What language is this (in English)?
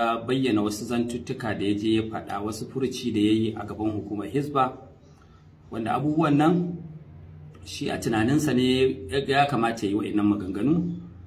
Hausa